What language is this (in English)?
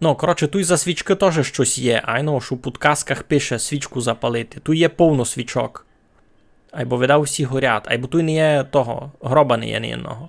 Rusyn